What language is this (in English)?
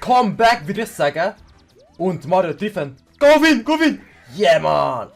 Swiss German